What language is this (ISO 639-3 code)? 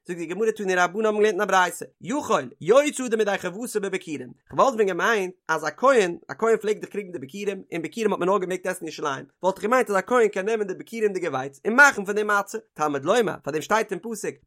yid